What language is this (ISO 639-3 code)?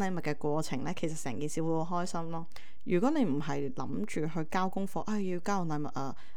yue